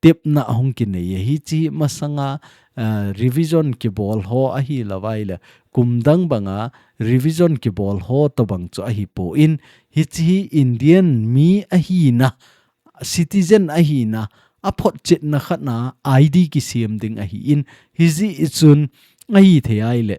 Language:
Thado Chin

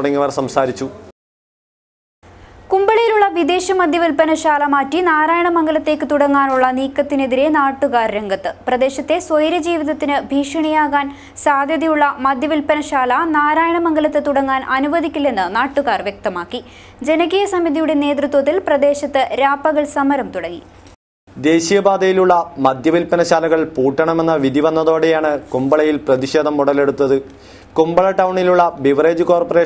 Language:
Malayalam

